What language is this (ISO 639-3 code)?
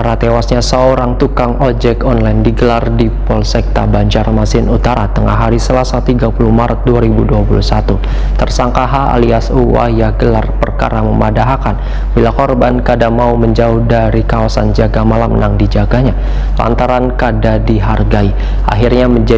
bjn